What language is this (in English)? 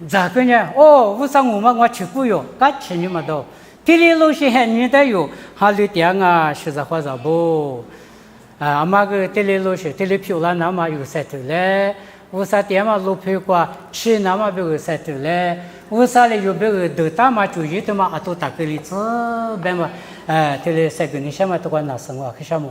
Lisu